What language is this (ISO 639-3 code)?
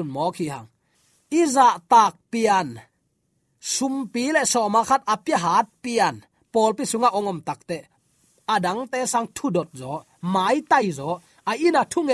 ctd